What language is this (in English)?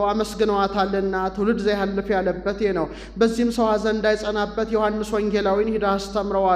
Amharic